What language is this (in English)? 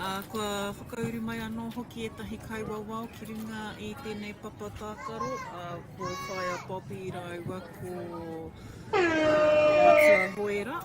Māori